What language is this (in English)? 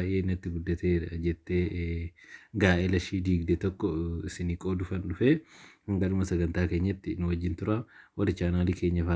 Oromo